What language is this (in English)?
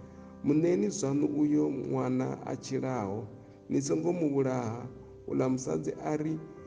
Venda